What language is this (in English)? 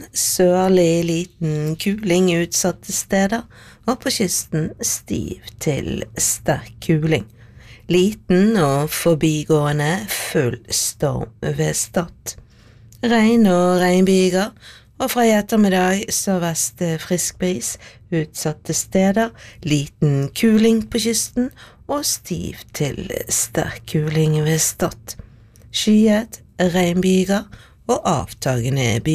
Norwegian